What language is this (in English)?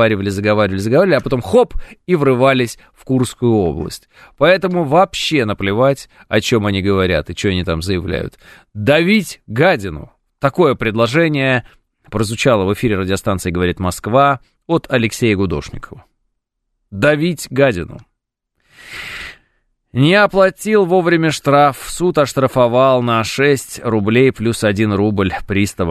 Russian